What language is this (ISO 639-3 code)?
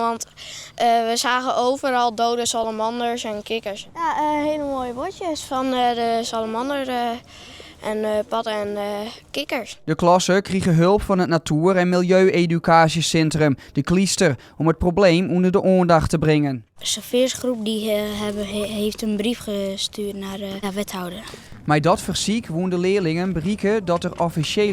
fry